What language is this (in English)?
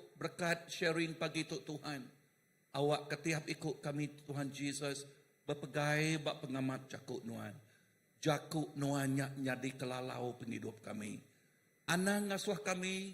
Iban